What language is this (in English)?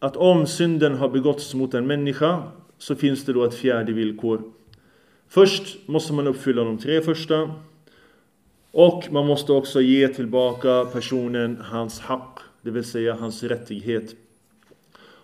Swedish